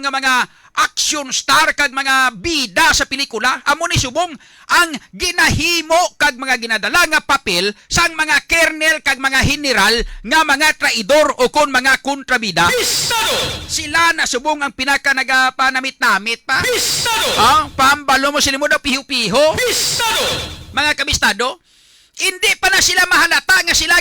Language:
Hiligaynon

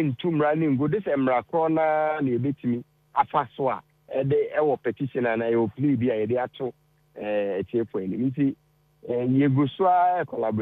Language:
Akan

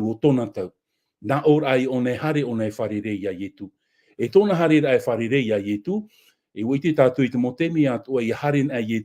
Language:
Tahitian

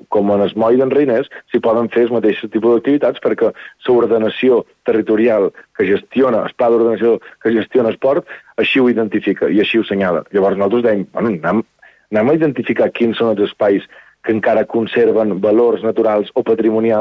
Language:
Catalan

